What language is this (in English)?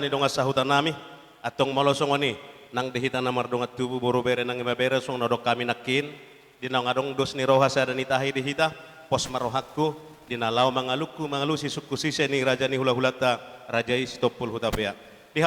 Batak Toba